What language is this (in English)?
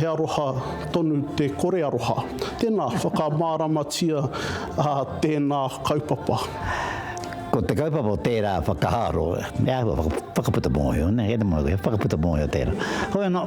Māori